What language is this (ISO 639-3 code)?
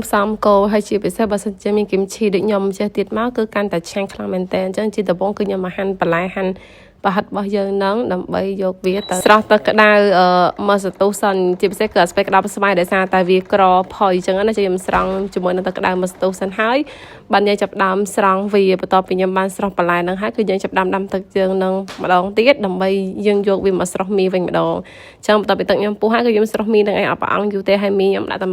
khm